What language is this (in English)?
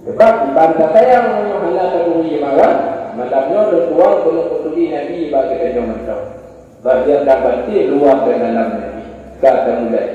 Achinese